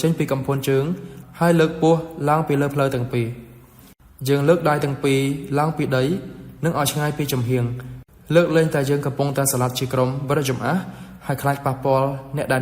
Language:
Khmer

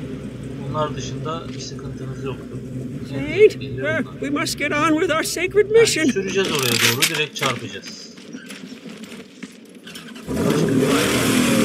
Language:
Turkish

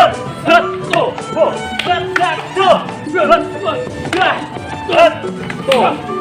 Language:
Betawi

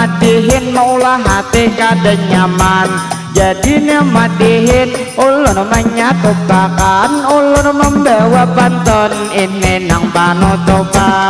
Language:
Banjar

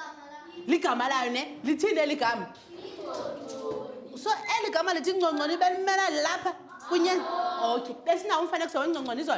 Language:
Xhosa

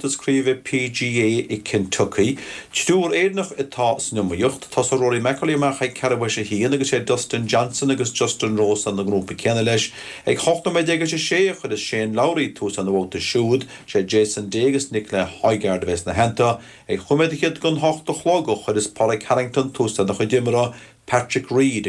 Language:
Irish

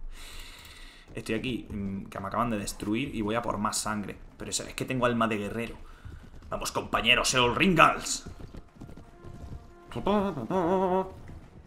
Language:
Spanish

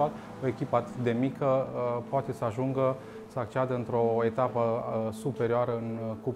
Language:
Romanian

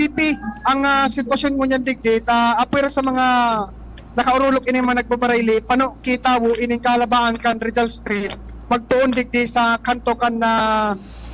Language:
Bikol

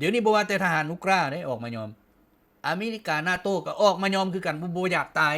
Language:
Lao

